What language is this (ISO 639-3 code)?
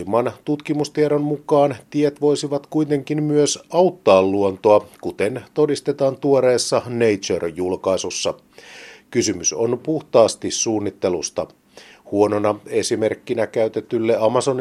fin